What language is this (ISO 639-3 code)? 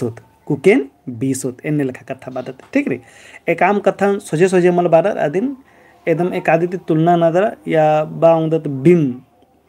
kru